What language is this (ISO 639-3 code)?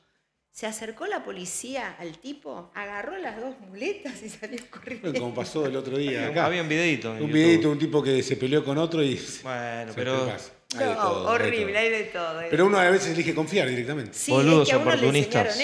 spa